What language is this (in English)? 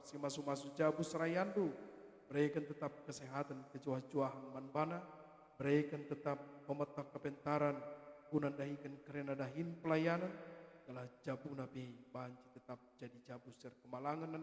Batak Karo